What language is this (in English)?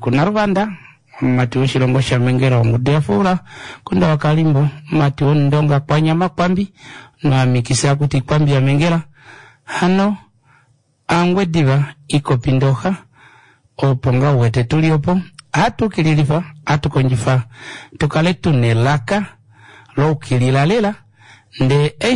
Kuanyama